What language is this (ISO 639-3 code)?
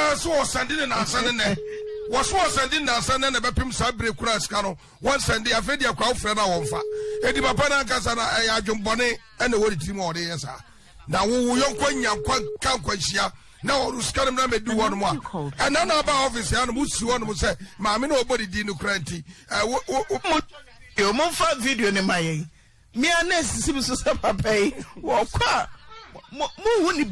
aka